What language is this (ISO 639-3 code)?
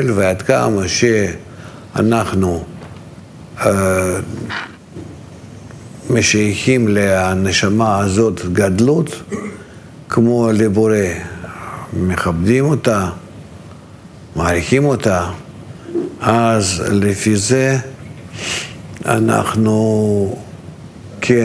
heb